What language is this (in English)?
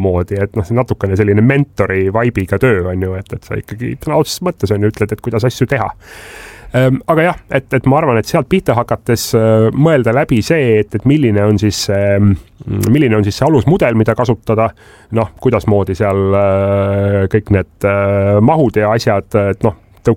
Estonian